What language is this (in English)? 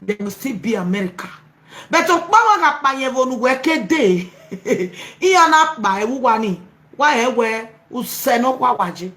Nigerian Pidgin